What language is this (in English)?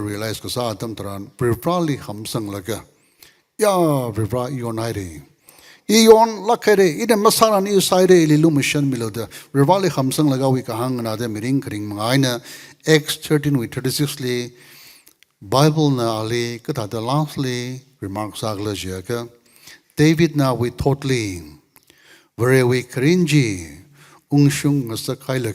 Tangkhul Naga (India)